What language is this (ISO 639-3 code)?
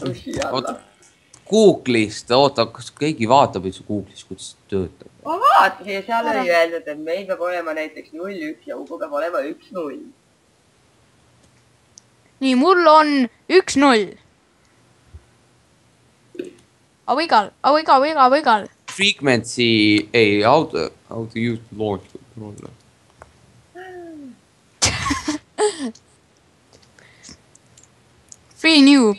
est